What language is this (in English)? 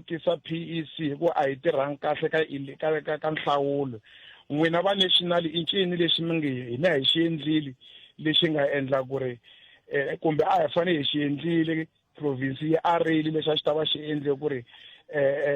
Tsonga